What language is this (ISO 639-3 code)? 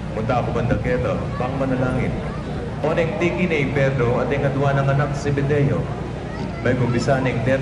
pam